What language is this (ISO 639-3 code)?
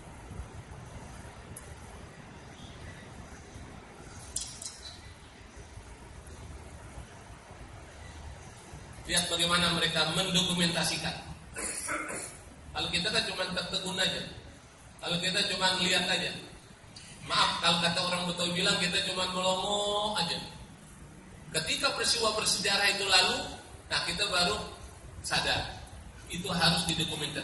ind